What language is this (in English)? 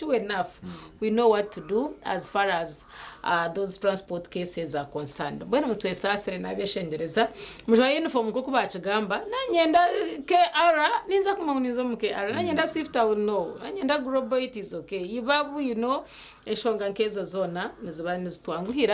Nyankole